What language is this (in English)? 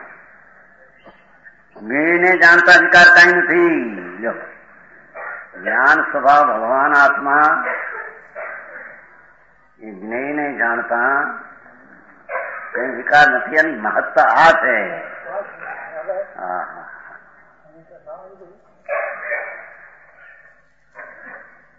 Gujarati